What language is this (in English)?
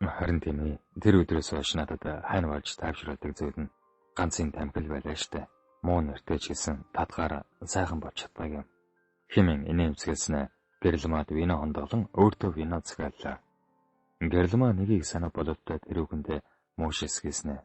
Mongolian